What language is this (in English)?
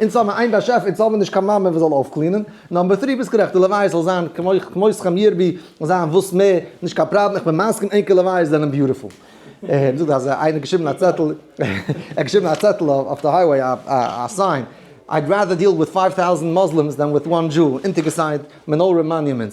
Yiddish